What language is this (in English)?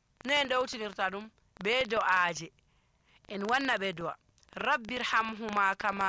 Nigerian Fulfulde